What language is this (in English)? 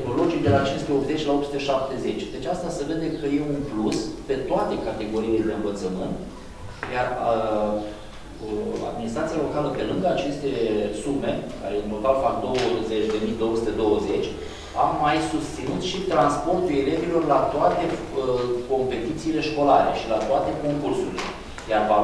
Romanian